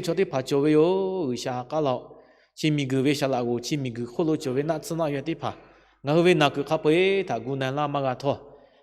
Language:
Lahu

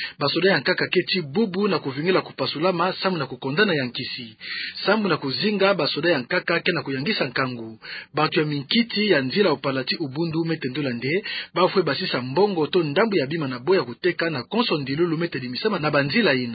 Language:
Kituba (Democratic Republic of Congo)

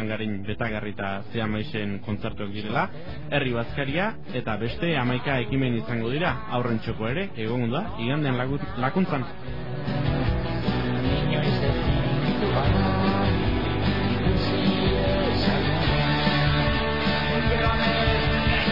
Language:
Basque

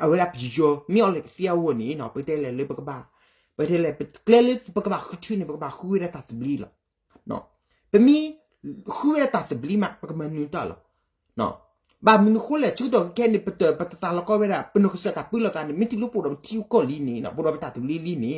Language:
S'gaw Karen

